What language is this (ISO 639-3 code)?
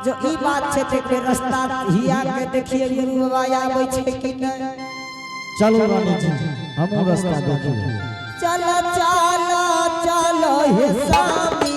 anp